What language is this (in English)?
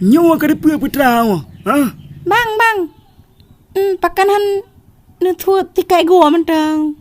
Achinese